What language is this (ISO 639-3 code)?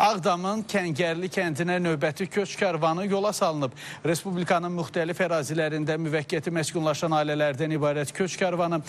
aze